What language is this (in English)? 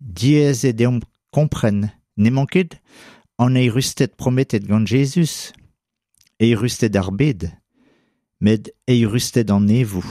Breton